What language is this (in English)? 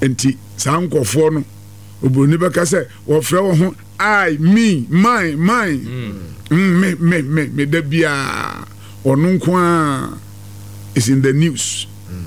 Akan